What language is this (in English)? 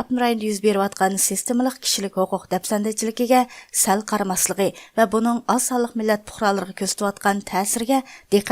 Uyghur